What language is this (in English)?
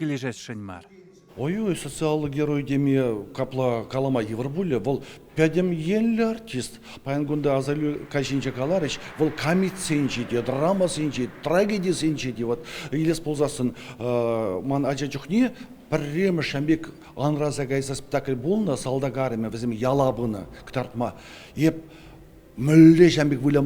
Chuvash